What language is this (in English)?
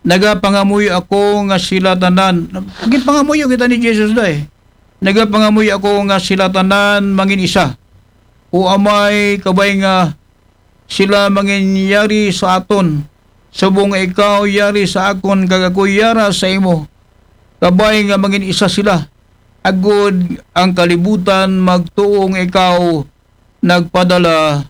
Aklanon